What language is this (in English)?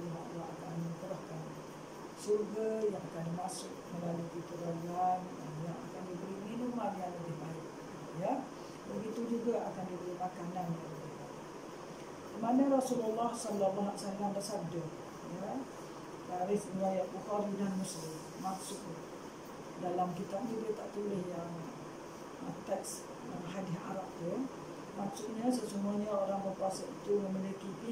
Malay